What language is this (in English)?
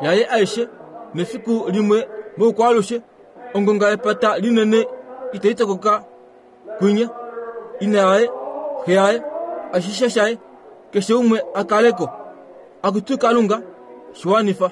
Kuanyama